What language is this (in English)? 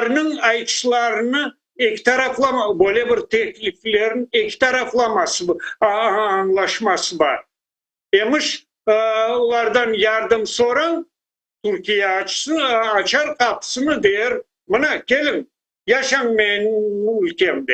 Crimean Tatar